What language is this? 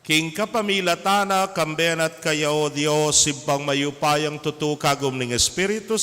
Pampanga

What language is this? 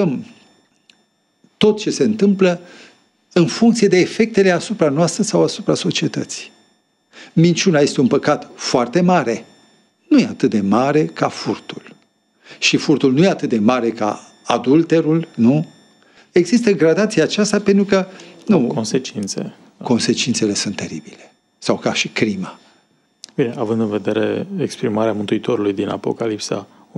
Romanian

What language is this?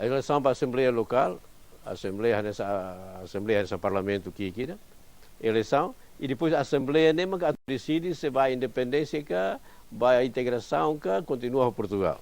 Tetum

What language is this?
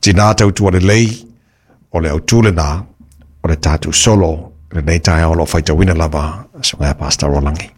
Samoan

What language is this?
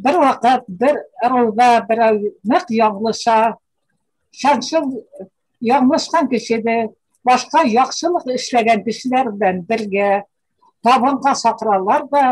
Bashkir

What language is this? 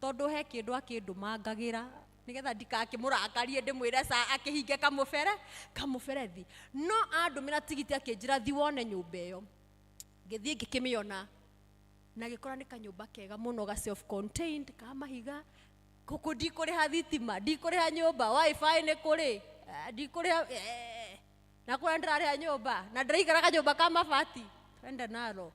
Kikuyu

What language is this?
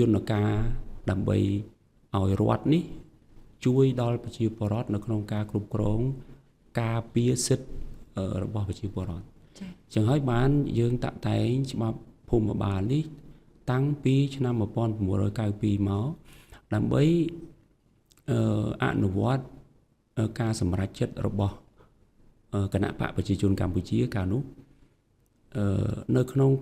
Khmer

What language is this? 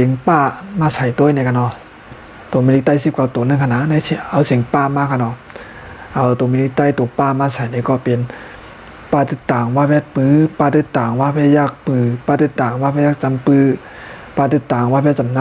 Shan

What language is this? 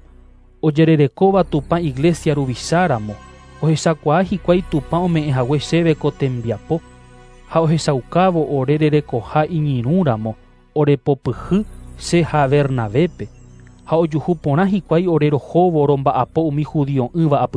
Guarani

